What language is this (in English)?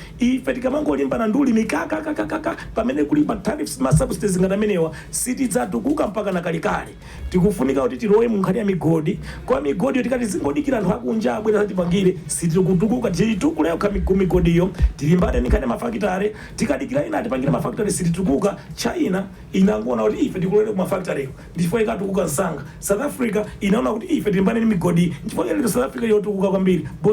Nyanja